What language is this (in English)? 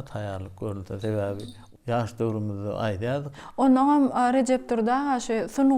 Turkmen